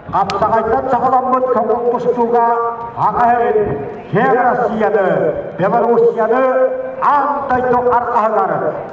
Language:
Yakut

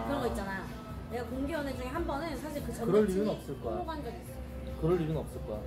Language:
Korean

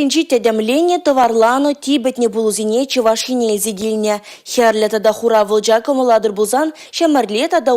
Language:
Chuvash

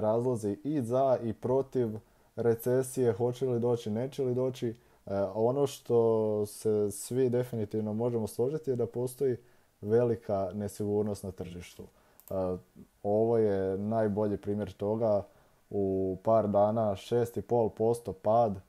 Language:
Croatian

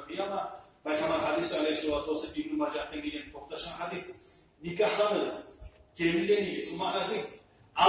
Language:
Kumyk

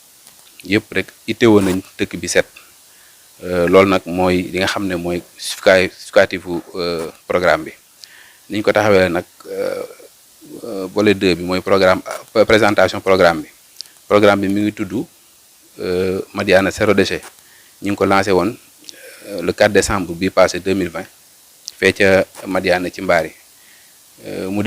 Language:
Wolof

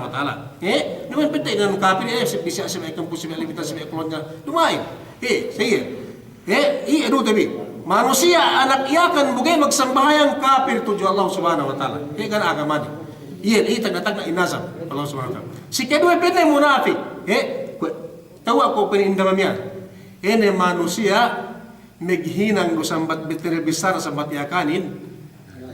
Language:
Yakan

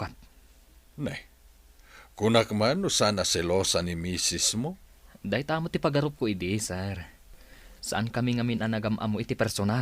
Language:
Iloko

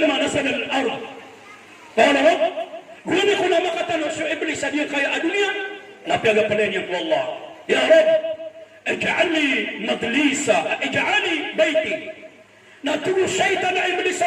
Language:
Maranao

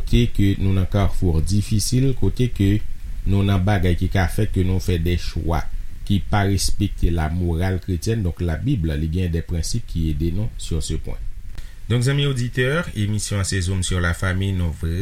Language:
Haitian Creole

